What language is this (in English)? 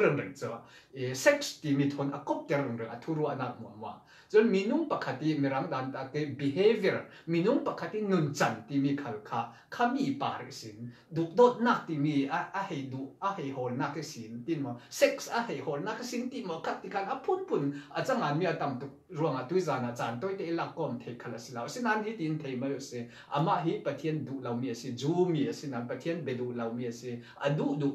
Falam Chin